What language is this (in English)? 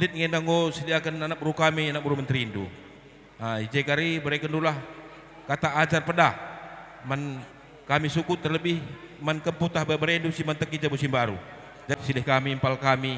Batak Karo